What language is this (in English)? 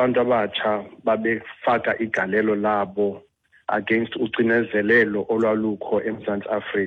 Xhosa